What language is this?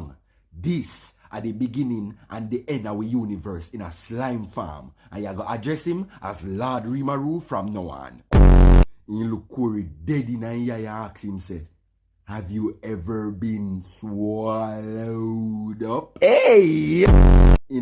Jamaican Creole English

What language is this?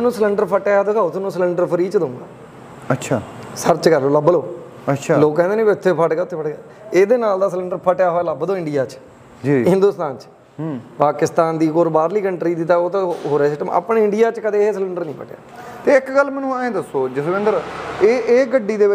Punjabi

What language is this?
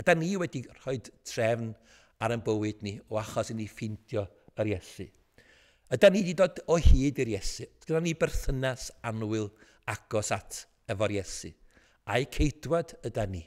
Welsh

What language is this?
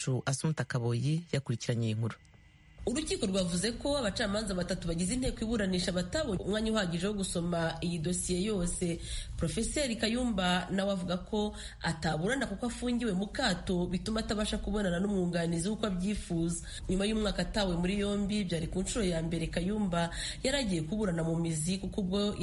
Kinyarwanda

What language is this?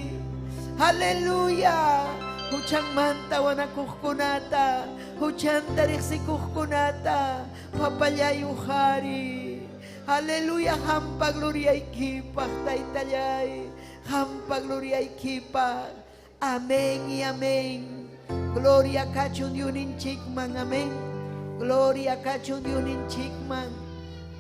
Ayacucho Quechua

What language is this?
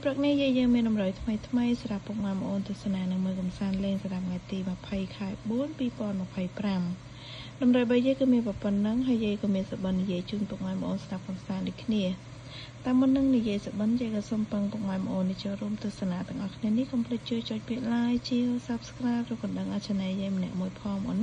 Khmer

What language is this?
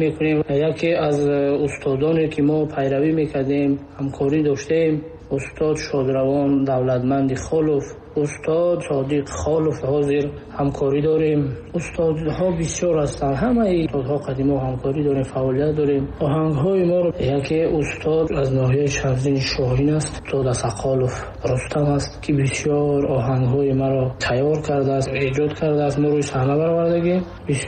Tajik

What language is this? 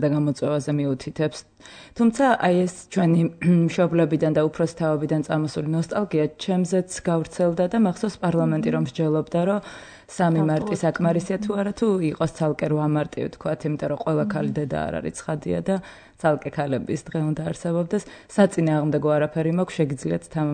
Georgian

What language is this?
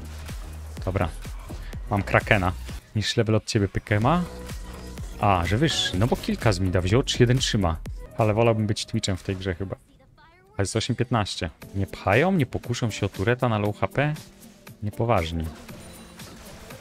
Polish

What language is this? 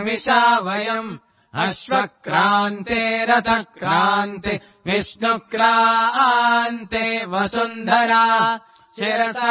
Sanskrit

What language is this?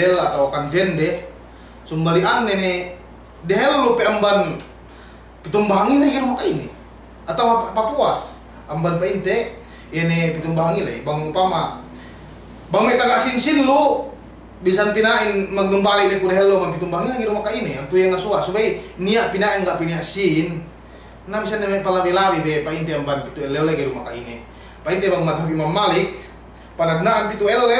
Yakan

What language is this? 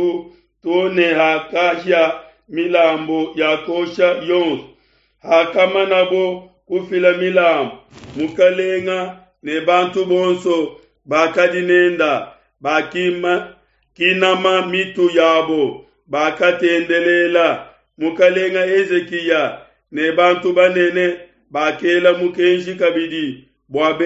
Luba-Lulua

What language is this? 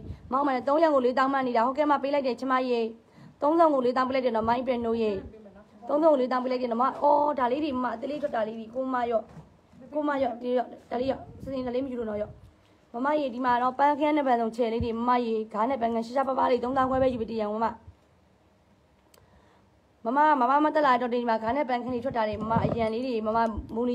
Burmese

